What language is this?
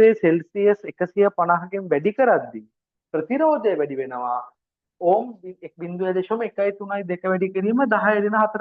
Sinhala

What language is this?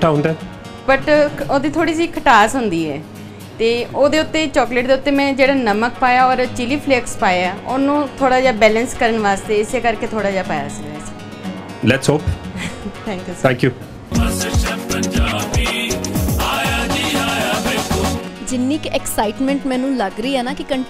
Punjabi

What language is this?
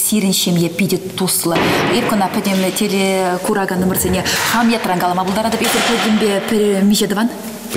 Chuvash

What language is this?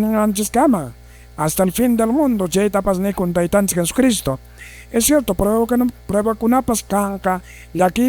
Quechua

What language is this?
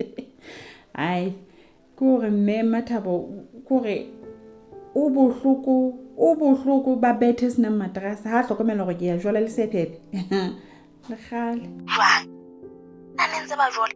Southern Sotho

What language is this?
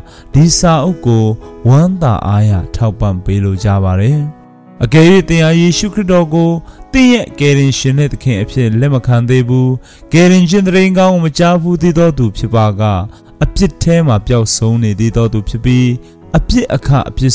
Burmese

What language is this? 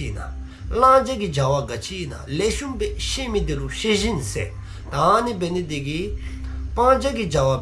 Dzongkha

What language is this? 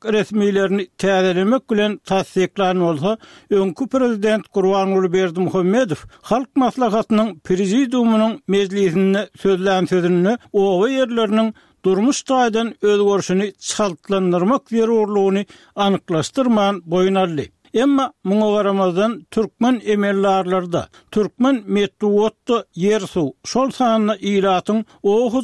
Turkmen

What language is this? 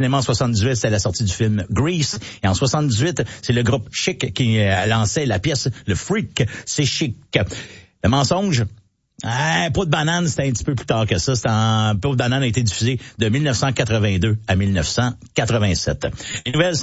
French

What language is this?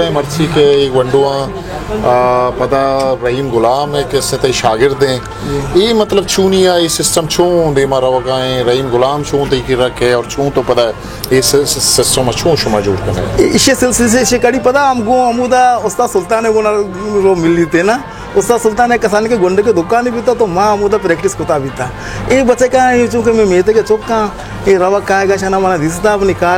Baluchi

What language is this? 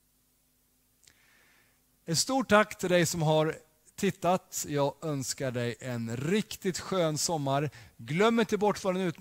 Swedish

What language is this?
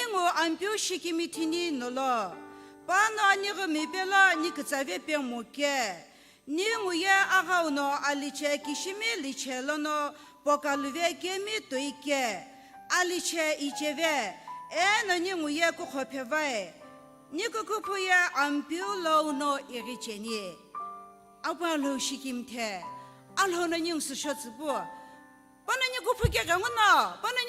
Sumi Naga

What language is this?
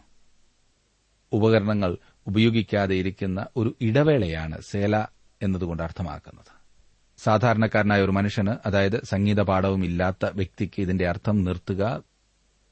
Malayalam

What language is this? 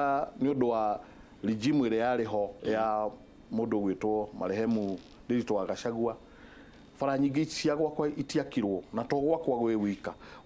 Kikuyu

